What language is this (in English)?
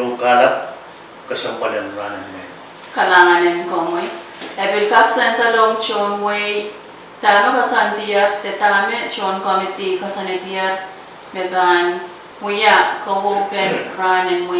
Pohnpeian